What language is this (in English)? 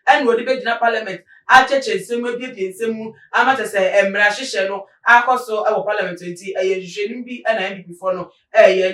Akan